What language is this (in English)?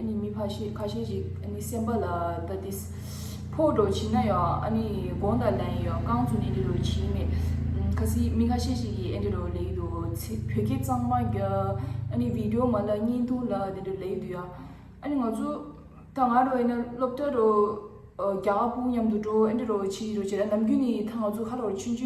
Tibetan